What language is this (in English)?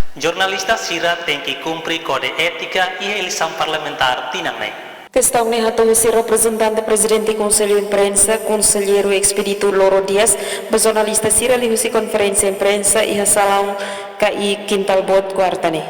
Tetum